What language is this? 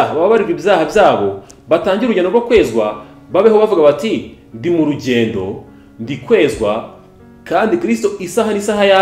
Kinyarwanda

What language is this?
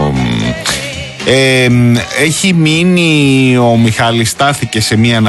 Greek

